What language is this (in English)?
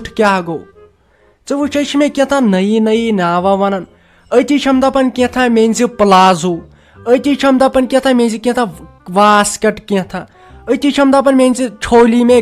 Kashmiri